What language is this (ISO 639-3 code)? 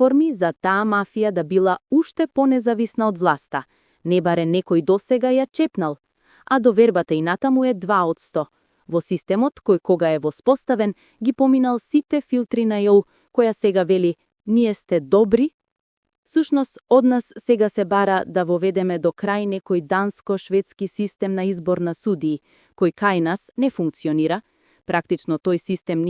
mkd